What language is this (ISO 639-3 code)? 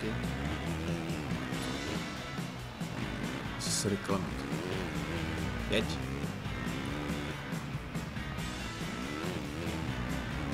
ces